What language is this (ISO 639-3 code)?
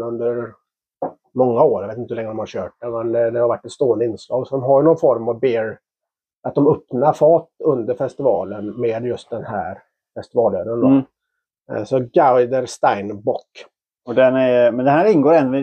swe